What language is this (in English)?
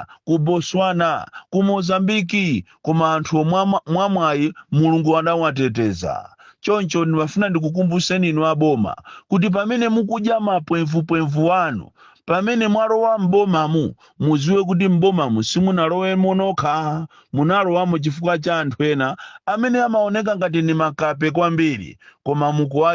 Nyanja